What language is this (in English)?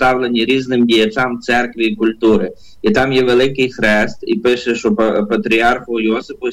Ukrainian